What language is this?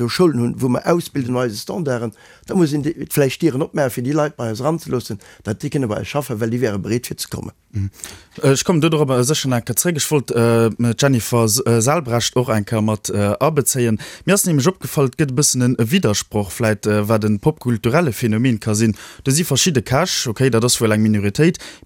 Luxembourgish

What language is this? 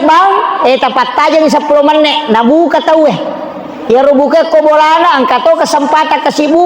Buginese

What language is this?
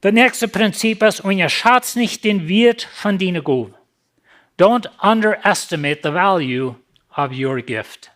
Plautdietsch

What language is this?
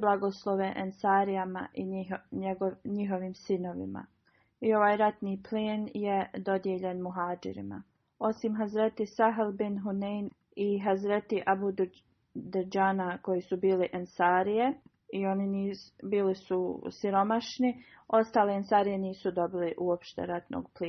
Bosnian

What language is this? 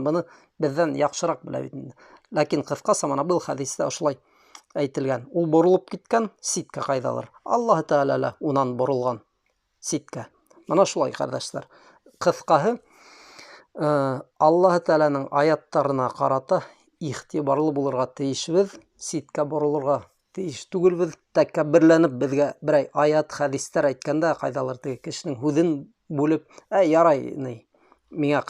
Bashkir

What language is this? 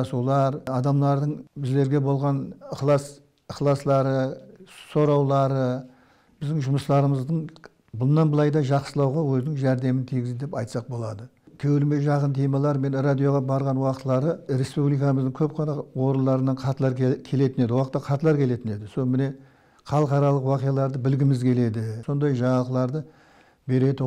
Kara-Kalpak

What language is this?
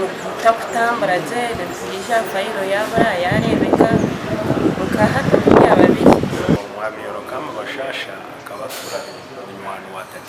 Nyankole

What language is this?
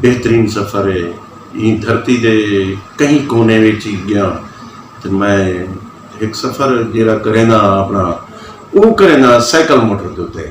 Saraiki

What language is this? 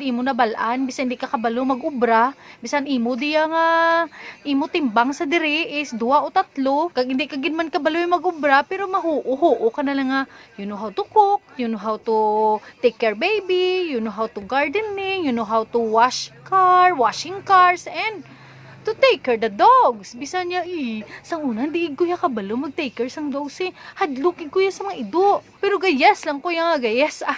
Hiligaynon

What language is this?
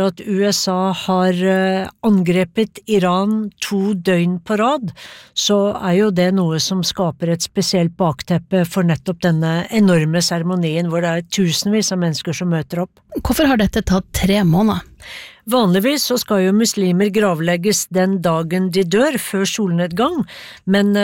Norwegian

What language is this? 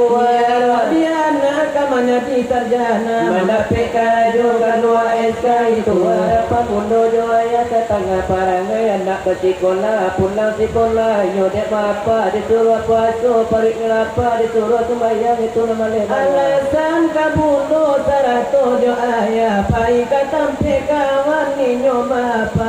Minangkabau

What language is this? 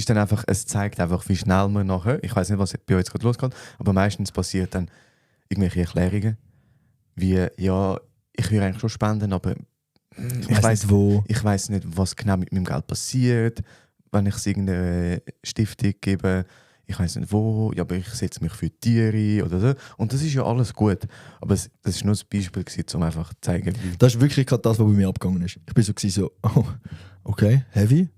Swiss German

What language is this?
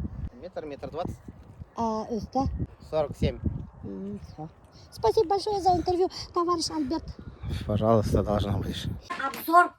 Bashkir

